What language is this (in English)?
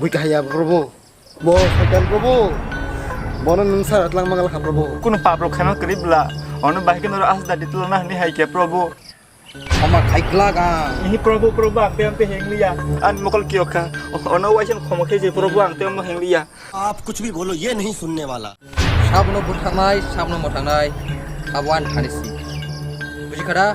Kok Borok